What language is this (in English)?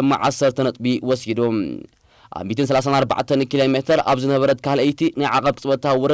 Tigrinya